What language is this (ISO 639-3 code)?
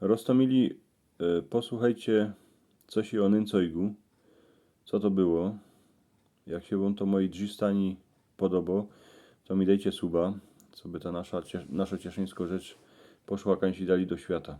szl